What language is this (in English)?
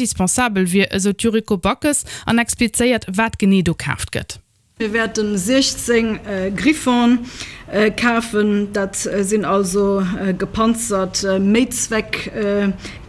Luxembourgish